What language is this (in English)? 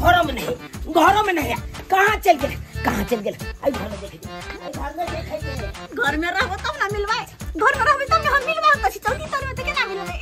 Maithili